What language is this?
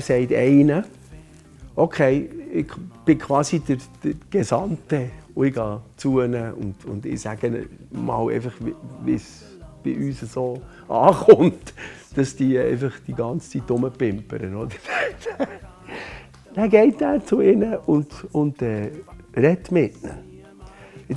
Swiss German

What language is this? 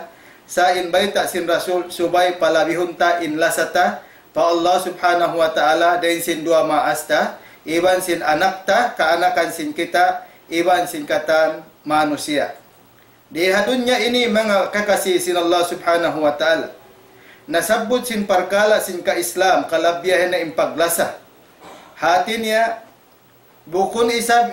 Tausug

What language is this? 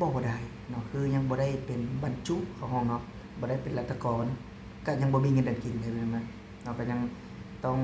Lao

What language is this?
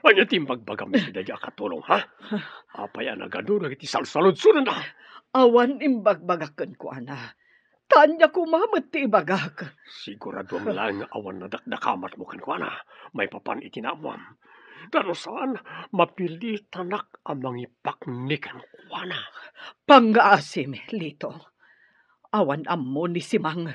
Iloko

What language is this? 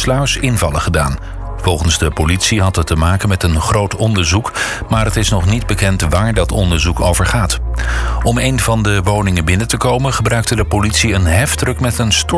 Dutch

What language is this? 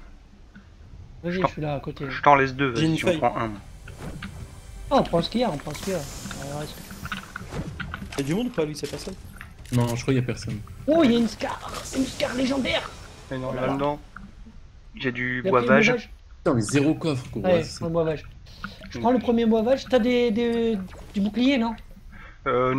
French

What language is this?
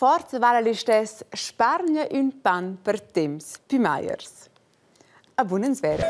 Romansh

